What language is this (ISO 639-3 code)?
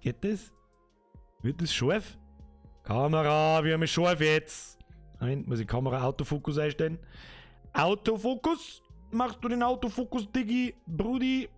bar